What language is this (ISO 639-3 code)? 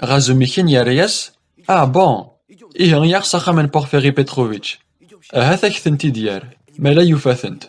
kab